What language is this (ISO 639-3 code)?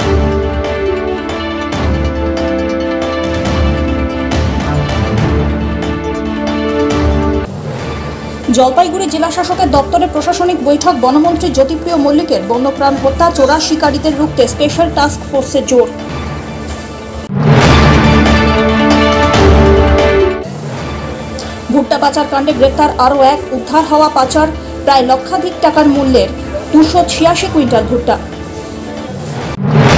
ben